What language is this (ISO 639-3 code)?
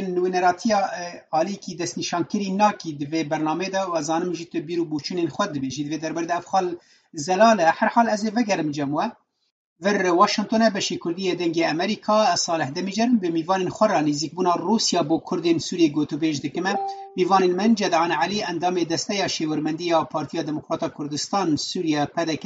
kur